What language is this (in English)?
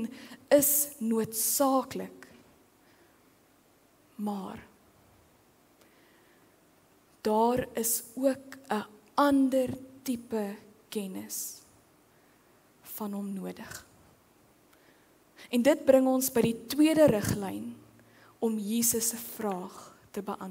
Afrikaans